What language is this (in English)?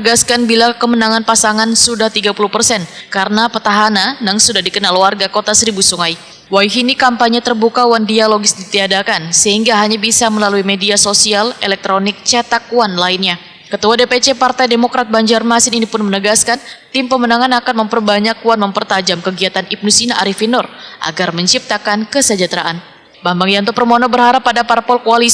Banjar